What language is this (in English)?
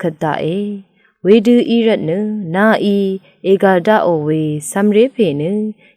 Rawang